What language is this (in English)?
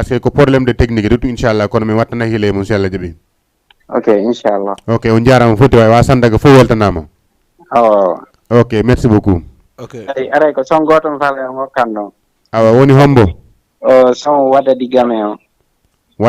Fula